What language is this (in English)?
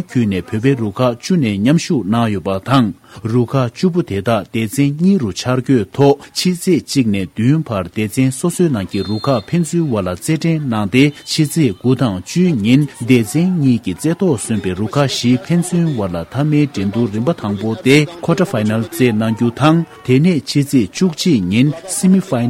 Tibetan